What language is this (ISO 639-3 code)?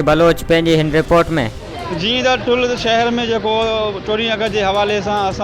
snd